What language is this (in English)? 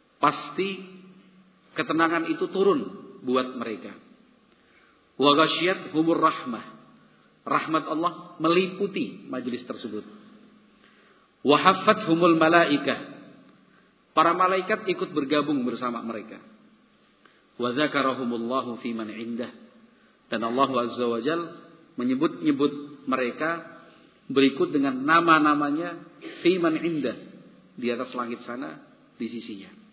Indonesian